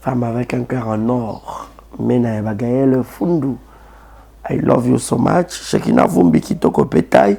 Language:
Lingala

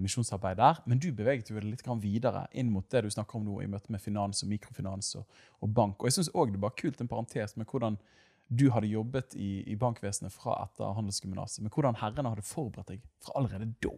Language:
Norwegian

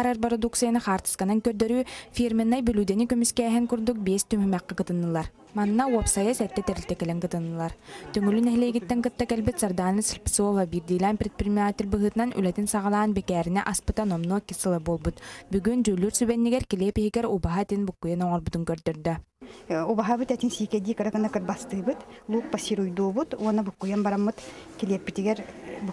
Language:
Yakut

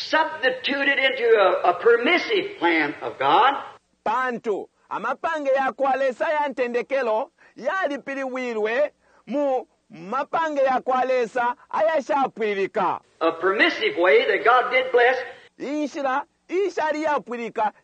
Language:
Bemba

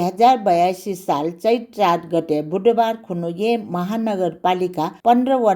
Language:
Newari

